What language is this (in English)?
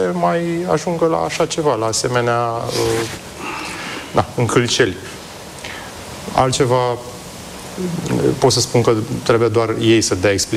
Romanian